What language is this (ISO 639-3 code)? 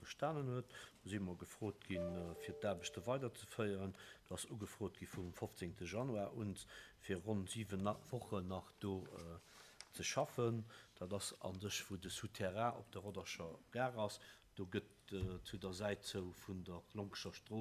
ltz